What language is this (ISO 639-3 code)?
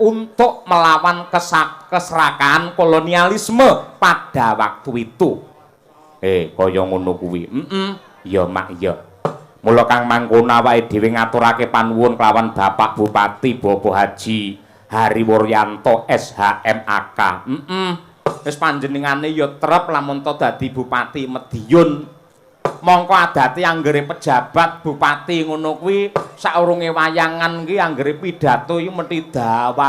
jav